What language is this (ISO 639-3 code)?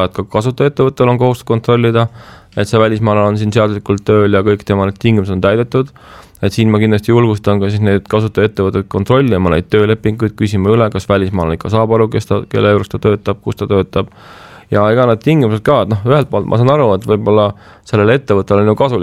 est